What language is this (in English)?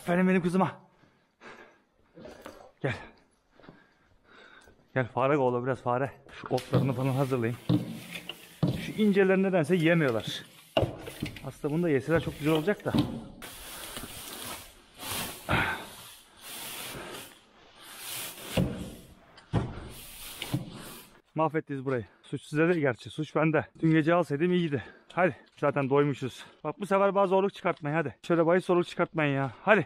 Turkish